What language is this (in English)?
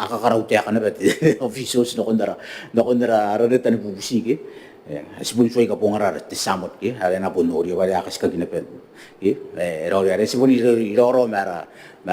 Gilbertese